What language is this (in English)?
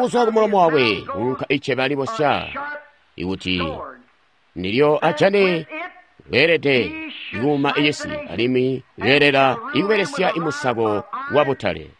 Tonga (Zambia)